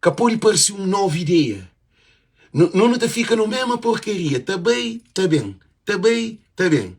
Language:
Kabuverdianu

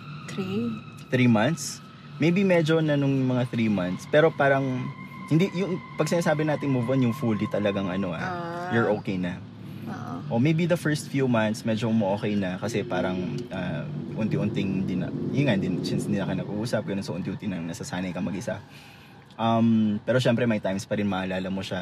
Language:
Filipino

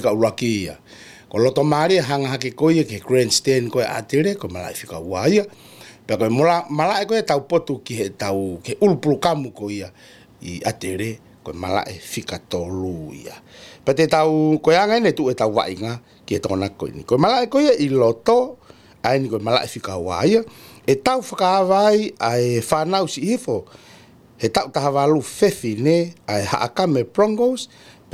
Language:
Tongan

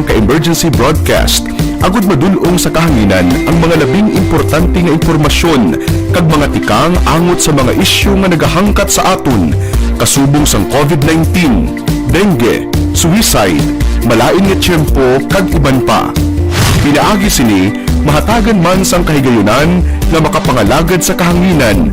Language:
Hiligaynon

